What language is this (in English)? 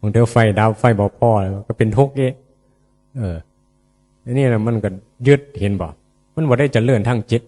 Northeastern Thai